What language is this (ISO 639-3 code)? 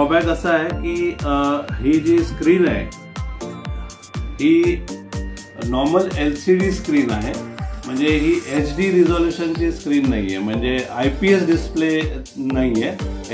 mar